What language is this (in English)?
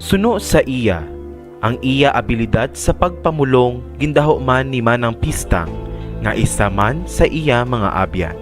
Hiligaynon